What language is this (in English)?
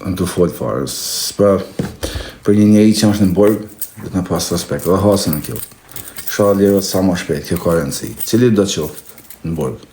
Albanian